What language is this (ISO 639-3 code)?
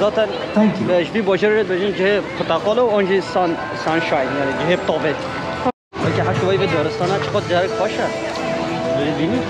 kur